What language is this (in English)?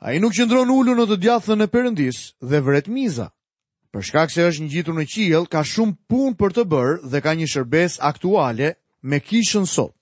Albanian